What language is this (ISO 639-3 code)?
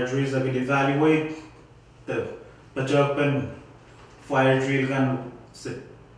pon